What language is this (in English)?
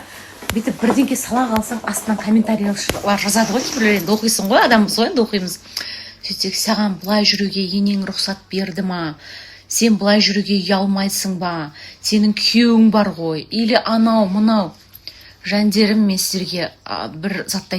Kazakh